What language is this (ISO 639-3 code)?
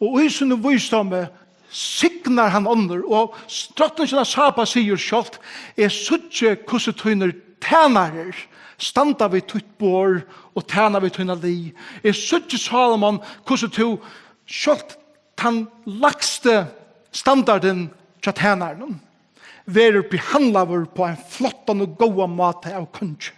fao